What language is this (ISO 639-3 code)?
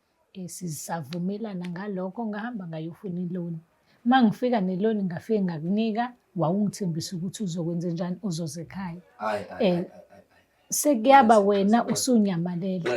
zul